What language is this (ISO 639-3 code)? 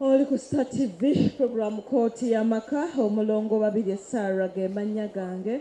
lug